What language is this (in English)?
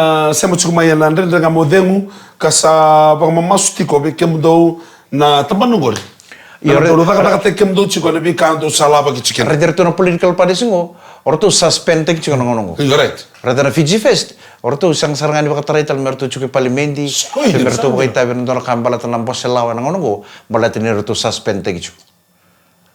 Fijian